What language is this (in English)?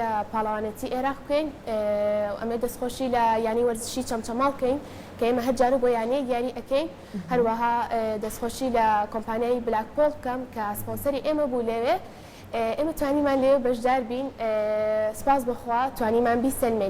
Central Kurdish